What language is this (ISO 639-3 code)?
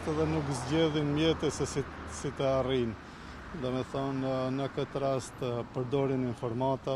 sqi